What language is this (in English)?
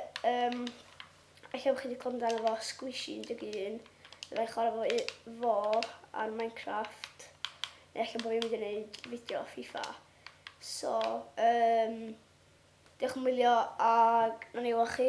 Welsh